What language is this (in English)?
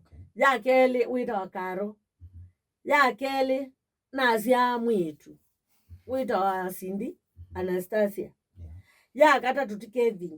Kamba